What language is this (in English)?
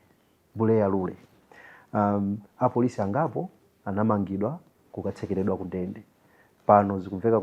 Nyanja